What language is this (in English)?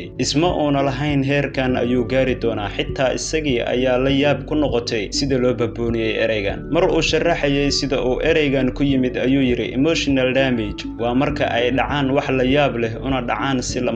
Somali